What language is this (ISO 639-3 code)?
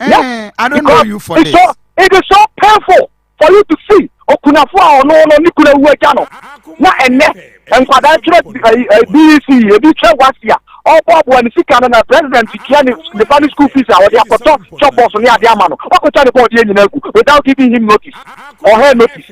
aka